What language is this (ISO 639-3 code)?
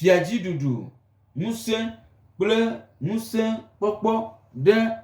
gej